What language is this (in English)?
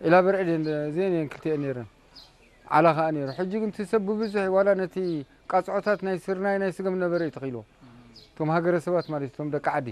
Tigrinya